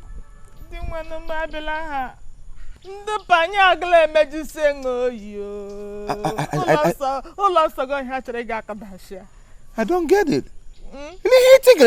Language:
Igbo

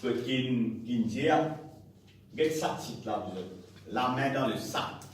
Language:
Morisyen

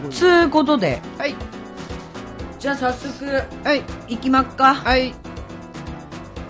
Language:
Japanese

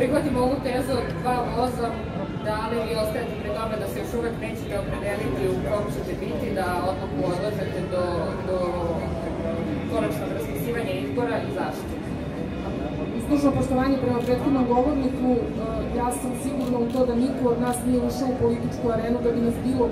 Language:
Serbian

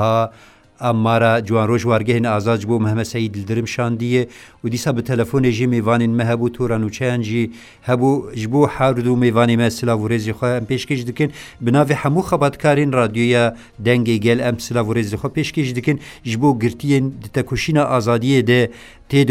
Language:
Kurdish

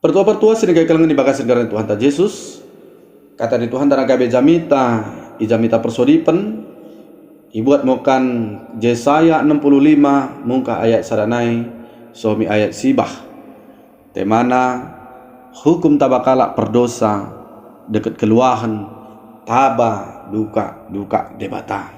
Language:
Batak Dairi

